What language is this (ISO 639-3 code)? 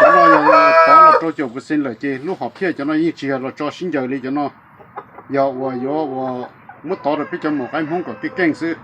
hmn